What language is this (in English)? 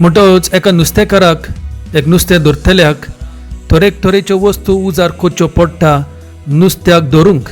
Konkani